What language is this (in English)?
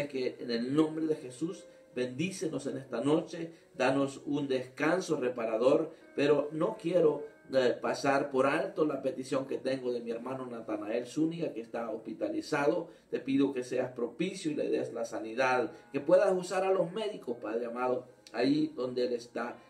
Spanish